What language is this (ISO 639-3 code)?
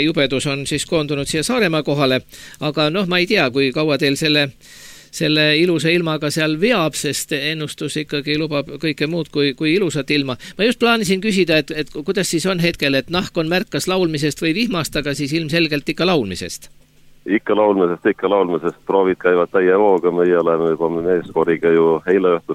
est